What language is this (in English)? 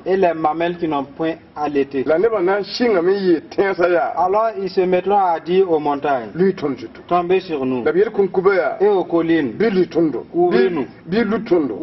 Mossi